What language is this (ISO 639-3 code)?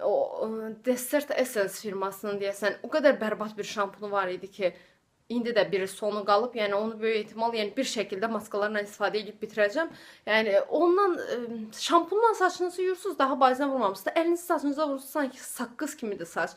aze